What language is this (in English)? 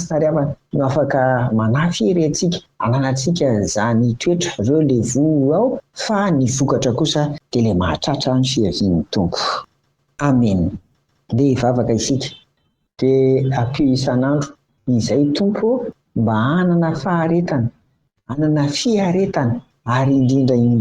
Malagasy